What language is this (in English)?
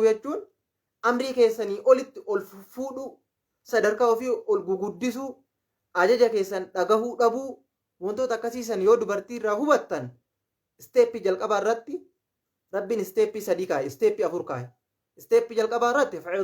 Oromo